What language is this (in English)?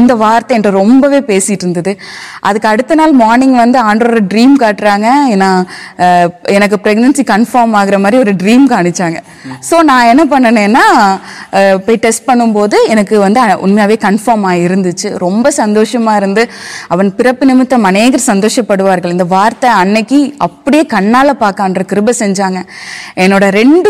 Tamil